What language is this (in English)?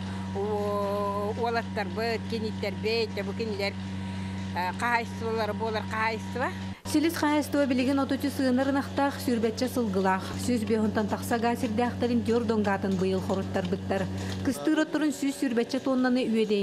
Yakut